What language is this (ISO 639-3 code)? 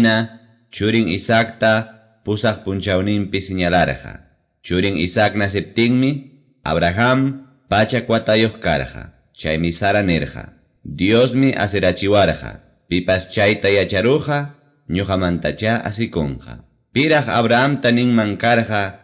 quy